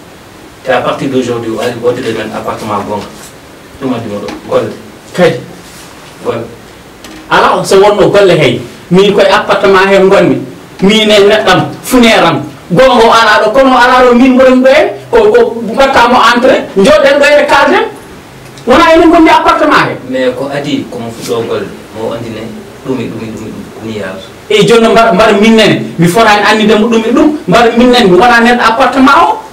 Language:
Fula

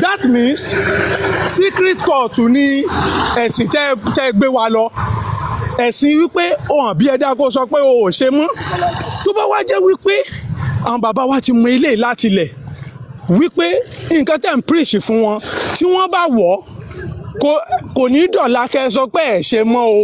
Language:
Yoruba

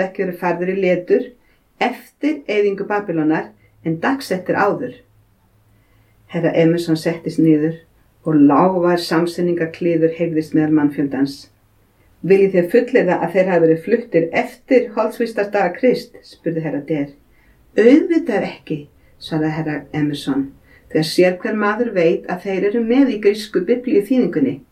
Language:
Icelandic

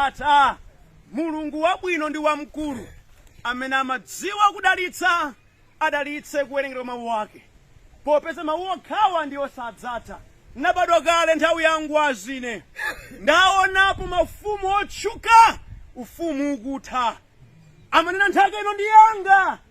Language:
Nyanja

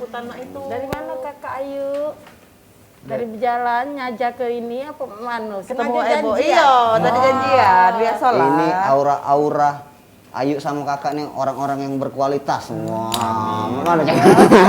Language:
Musi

